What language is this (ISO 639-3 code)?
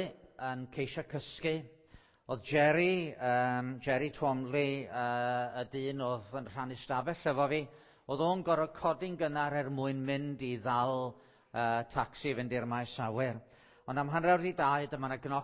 cym